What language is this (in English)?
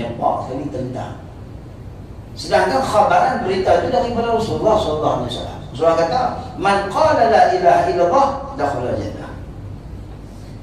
Malay